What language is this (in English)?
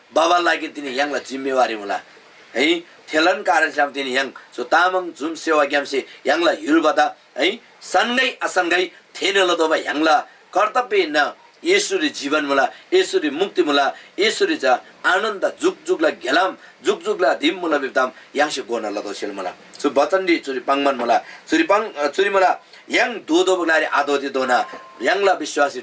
Eastern Tamang